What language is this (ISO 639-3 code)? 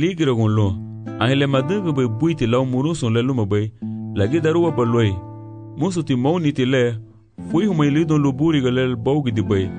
cab